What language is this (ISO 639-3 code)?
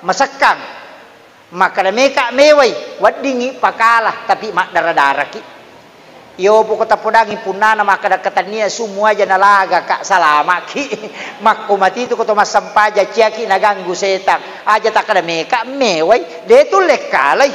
bug